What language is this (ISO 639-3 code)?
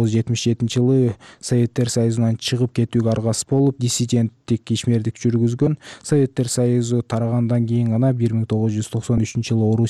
kir